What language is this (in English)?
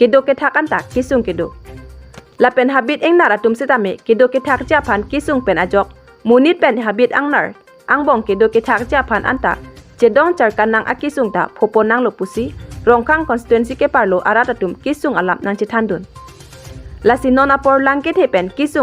Karbi